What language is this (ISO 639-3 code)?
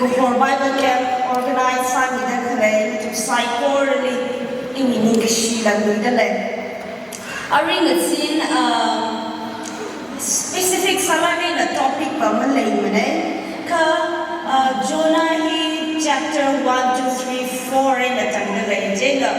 nmf